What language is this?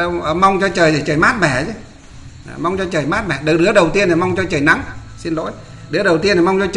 Vietnamese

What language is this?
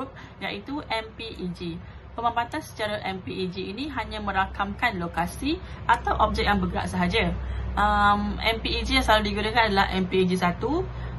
Malay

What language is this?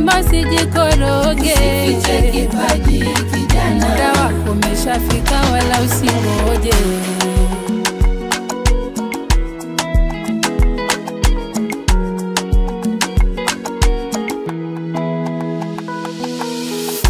Swahili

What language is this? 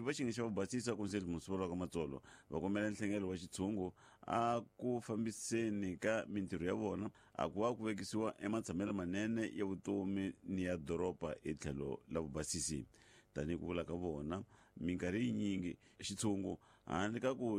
Tsonga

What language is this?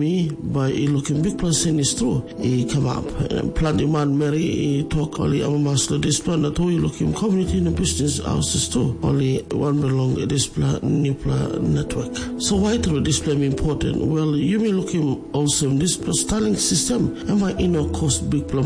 Tok Pisin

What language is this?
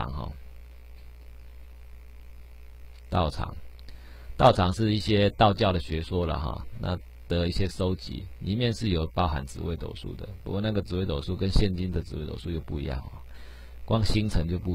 Chinese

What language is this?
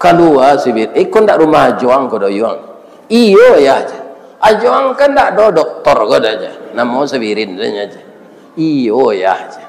Minangkabau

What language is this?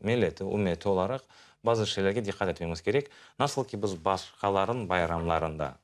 Crimean Tatar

